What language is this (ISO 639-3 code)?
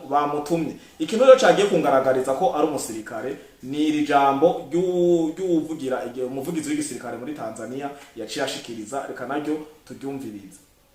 run